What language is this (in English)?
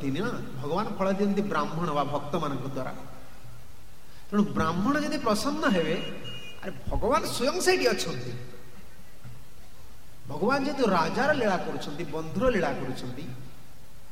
Odia